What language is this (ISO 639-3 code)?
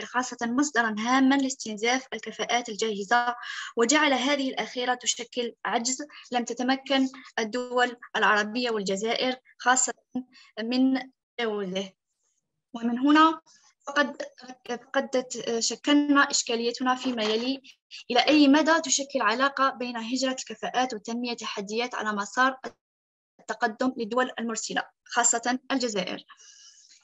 ara